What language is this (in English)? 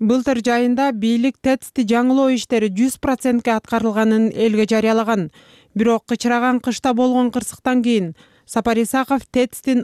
Kyrgyz